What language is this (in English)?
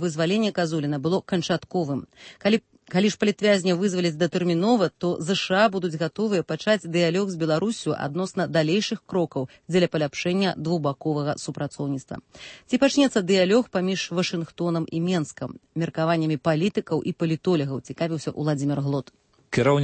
Belarusian